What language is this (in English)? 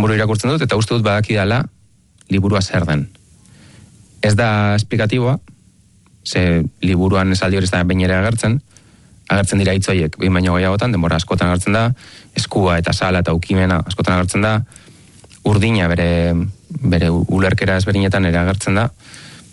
Basque